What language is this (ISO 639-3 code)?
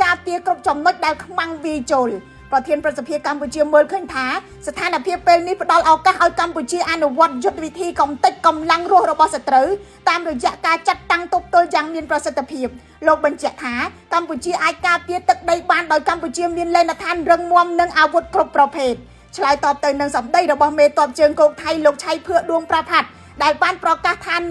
khm